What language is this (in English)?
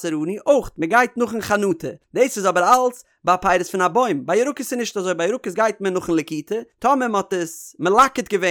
Yiddish